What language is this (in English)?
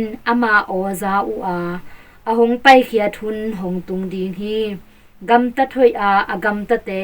Tedim Chin